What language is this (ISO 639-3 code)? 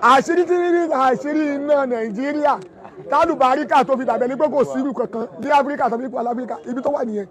yor